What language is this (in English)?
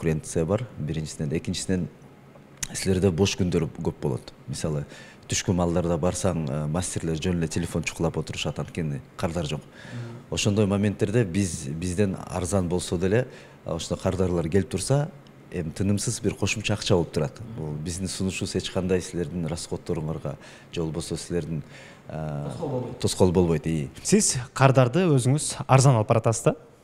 Kyrgyz